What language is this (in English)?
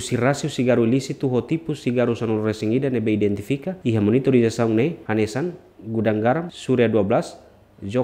Tetum